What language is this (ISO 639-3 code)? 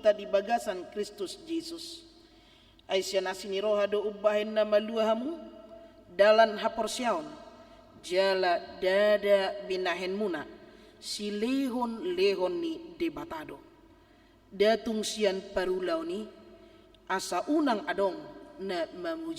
bbc